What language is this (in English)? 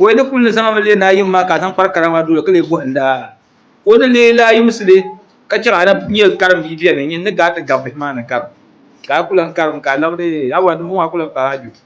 Dagbani